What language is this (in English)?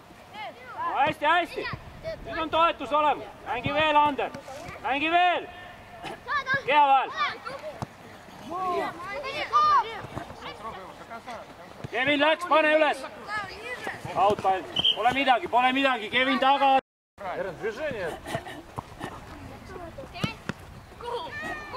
Estonian